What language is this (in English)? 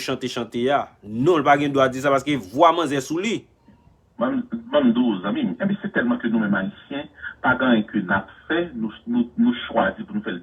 Haitian Creole